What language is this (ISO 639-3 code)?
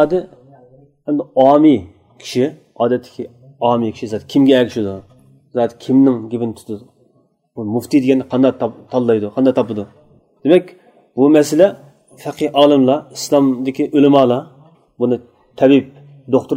uig